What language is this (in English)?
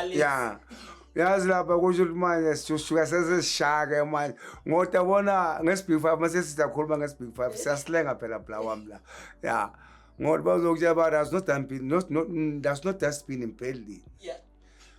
Zulu